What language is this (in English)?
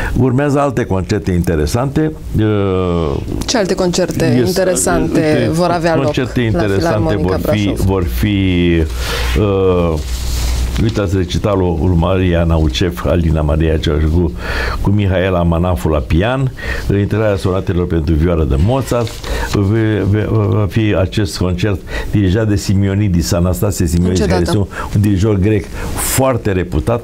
Romanian